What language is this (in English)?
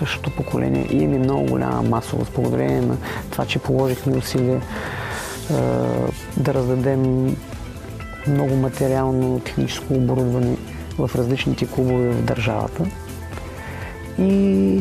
Bulgarian